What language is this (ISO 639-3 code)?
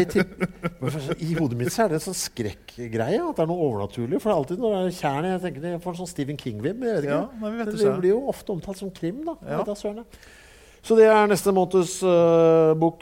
nor